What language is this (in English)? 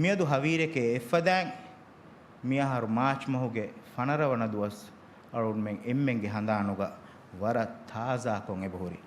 Divehi